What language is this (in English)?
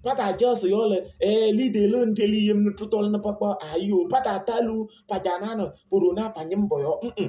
Kabiyè